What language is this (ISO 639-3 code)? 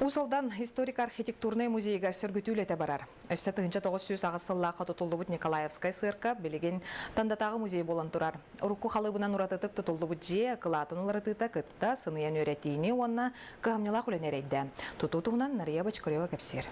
sah